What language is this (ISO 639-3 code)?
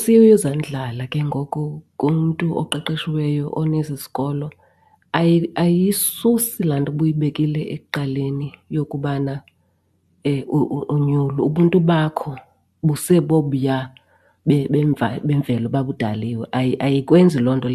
xho